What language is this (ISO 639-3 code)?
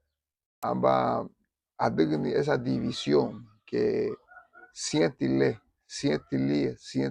cab